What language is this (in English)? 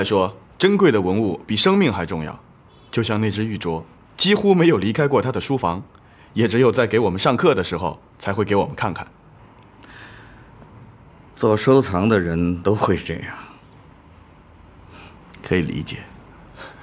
Chinese